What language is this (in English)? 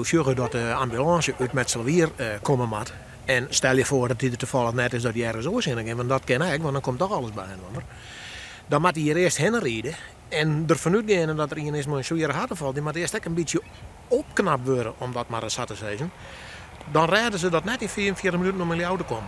Western Frisian